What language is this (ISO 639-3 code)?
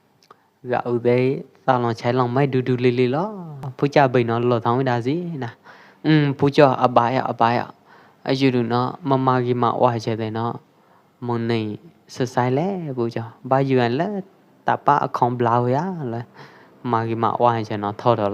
kjp